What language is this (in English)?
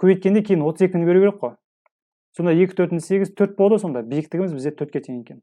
Kazakh